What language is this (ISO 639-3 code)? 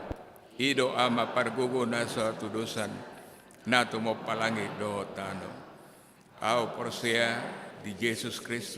bbc